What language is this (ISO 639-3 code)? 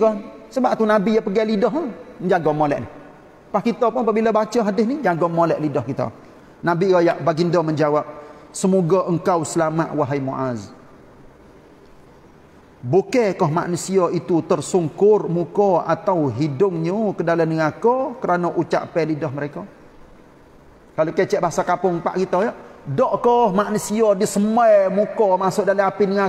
msa